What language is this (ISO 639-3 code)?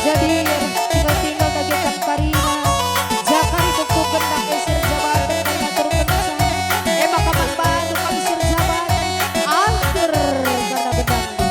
btx